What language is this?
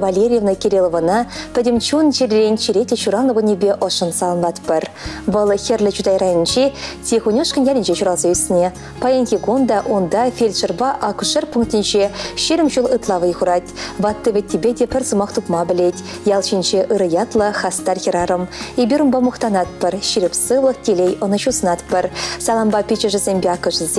Chuvash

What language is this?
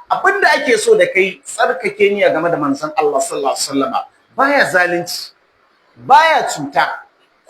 Hausa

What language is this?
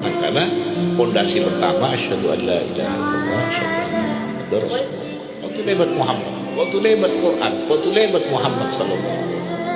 Madurese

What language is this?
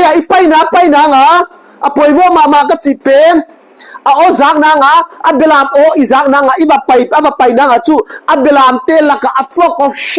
Paite Chin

